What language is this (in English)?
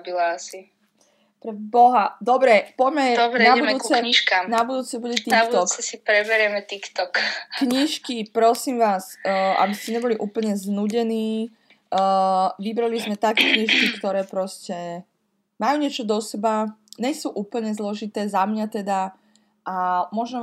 Slovak